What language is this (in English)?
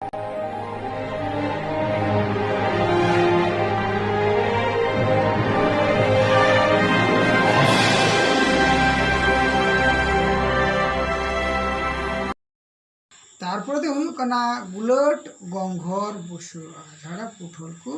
Santali